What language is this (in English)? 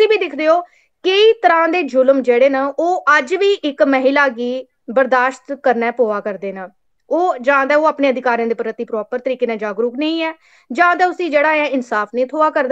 Dogri